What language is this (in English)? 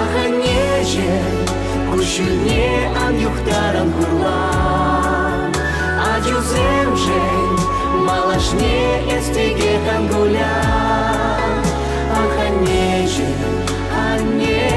Chuvash